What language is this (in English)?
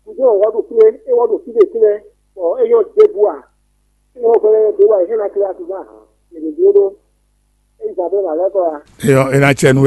Fon